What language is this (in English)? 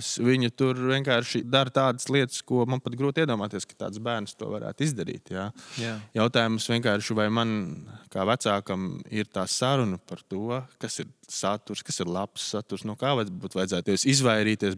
Latvian